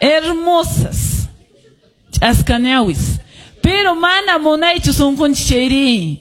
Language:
Quechua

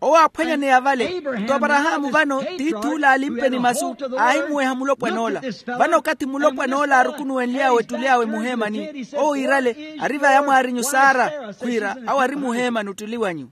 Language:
Makhuwa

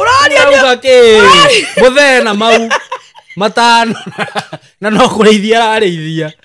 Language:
Kikuyu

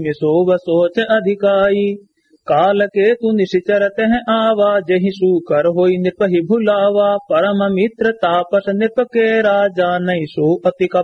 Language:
Awadhi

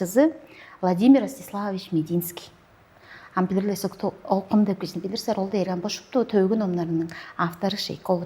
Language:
Tuvinian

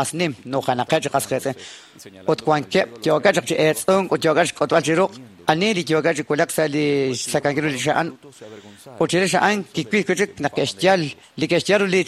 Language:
Kekchí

